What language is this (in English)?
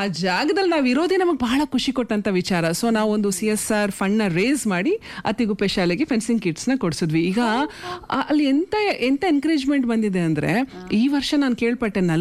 Kannada